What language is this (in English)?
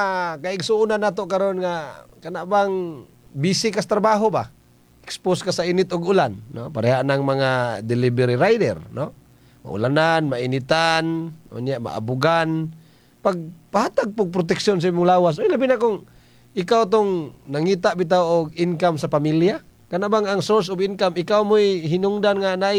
Cebuano